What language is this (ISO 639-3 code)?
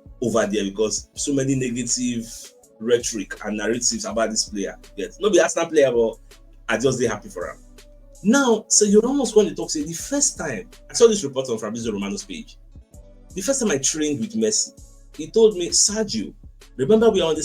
pcm